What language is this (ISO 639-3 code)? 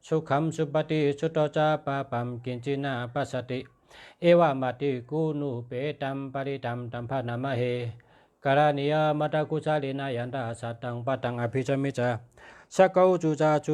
shn